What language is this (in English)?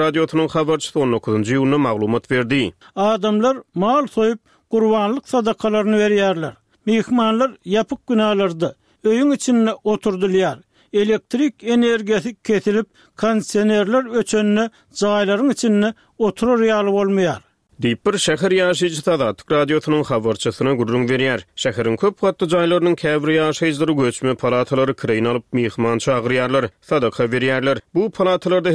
Turkmen